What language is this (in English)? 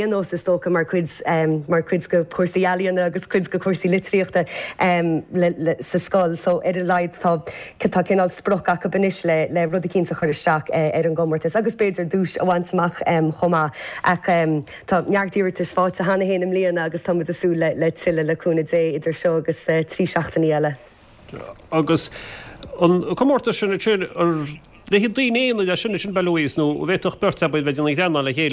Irish